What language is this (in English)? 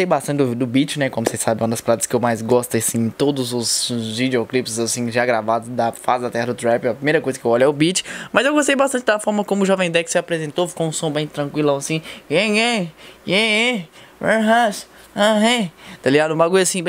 Portuguese